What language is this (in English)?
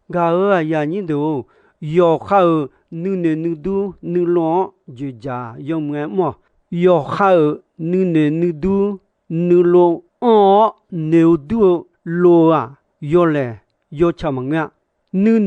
Akha